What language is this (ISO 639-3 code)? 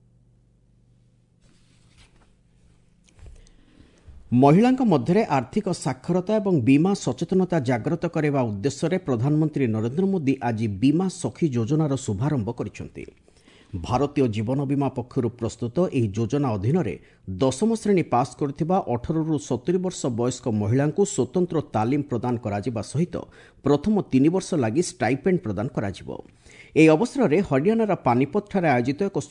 ori